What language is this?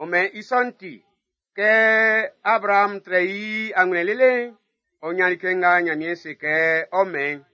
Baoulé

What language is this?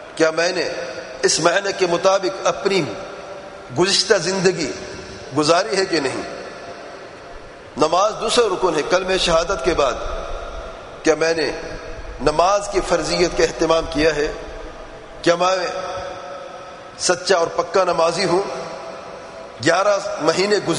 Urdu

